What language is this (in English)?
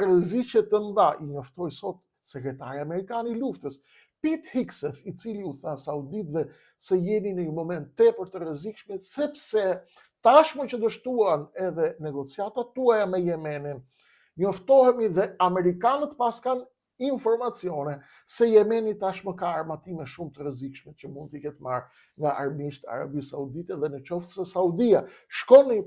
Albanian